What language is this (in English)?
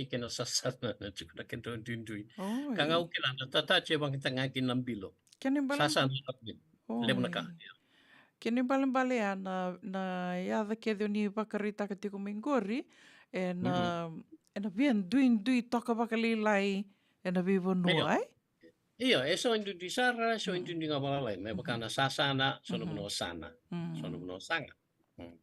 Fijian